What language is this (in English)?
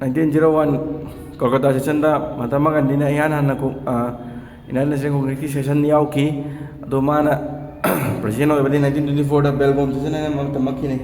Manipuri